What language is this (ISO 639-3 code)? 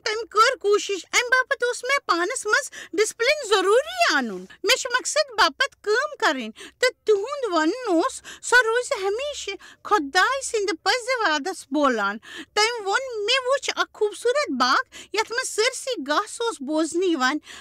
kas